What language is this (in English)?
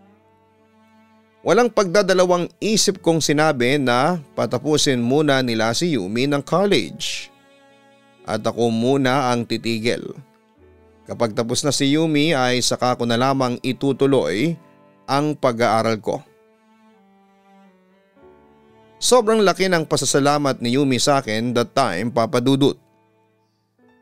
Filipino